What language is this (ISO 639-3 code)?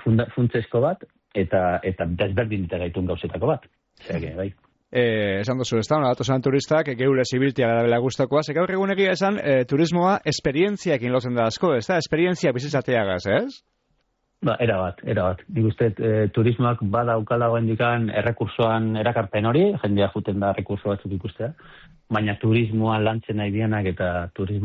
eus